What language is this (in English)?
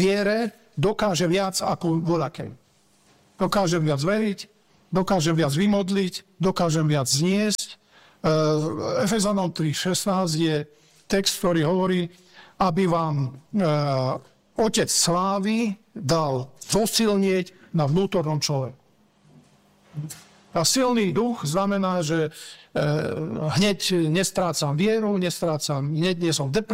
Slovak